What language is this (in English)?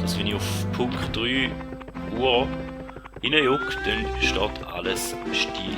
Swiss German